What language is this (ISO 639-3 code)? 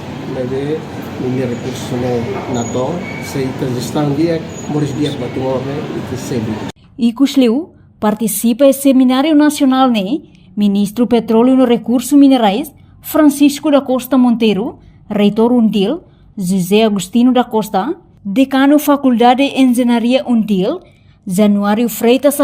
tet